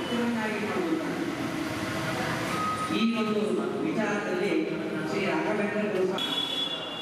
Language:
Kannada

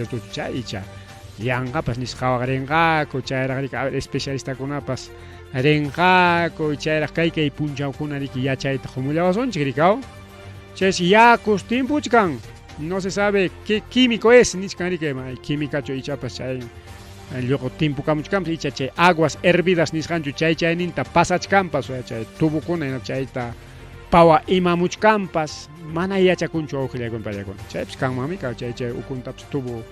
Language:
Ayacucho Quechua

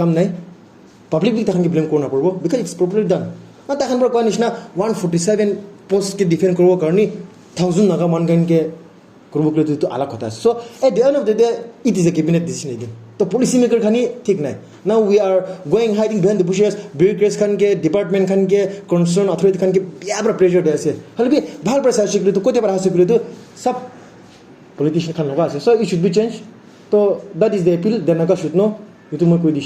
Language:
Naga Pidgin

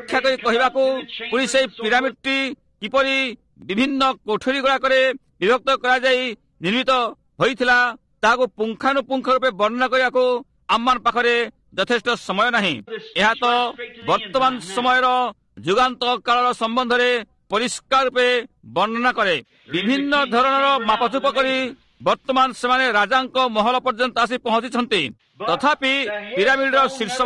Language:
Odia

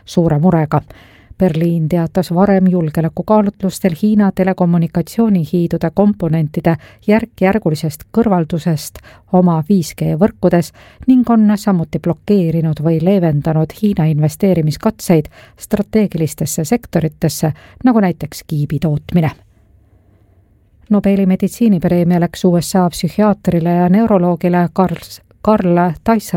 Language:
Estonian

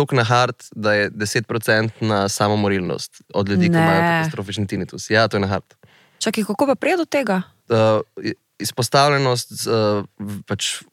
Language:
Slovenian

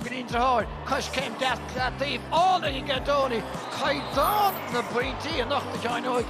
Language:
Irish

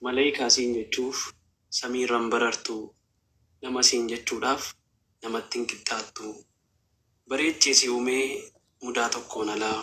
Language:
Oromo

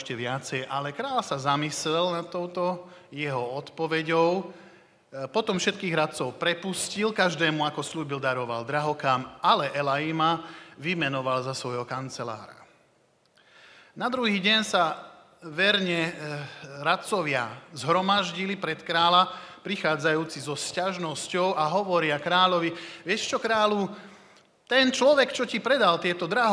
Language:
Slovak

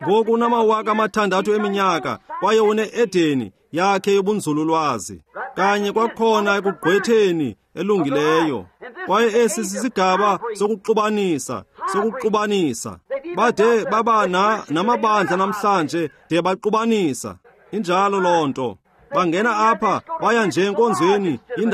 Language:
Xhosa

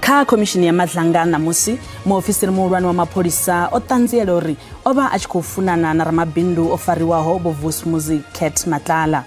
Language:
Venda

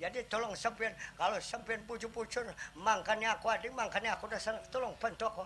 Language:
Banjar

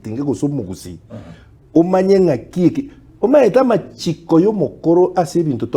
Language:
Gusii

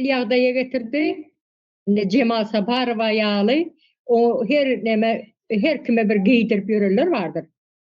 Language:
Turkmen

